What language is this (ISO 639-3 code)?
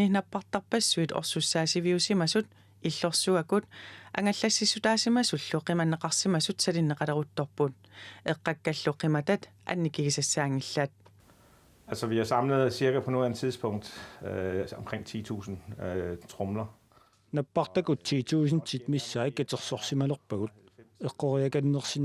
kal